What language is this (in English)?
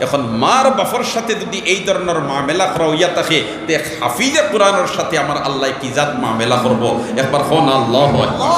Sylheti